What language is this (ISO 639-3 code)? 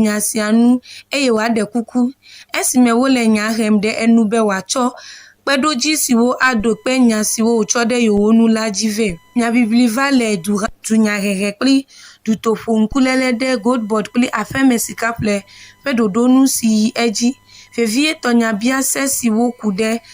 ewe